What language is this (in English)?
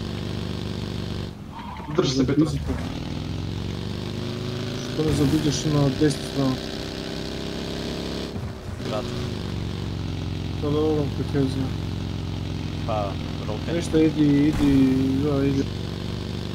Croatian